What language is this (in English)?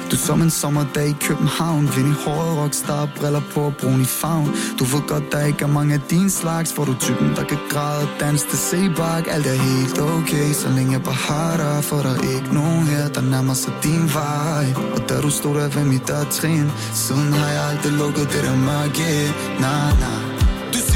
Danish